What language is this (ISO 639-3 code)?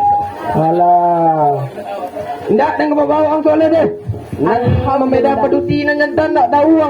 min